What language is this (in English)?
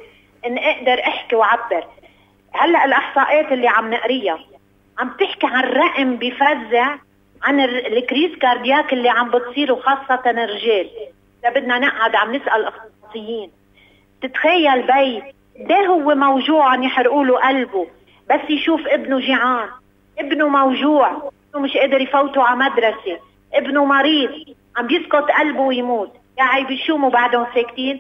North Levantine Arabic